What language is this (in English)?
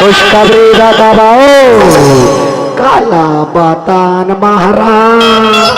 Chhattisgarhi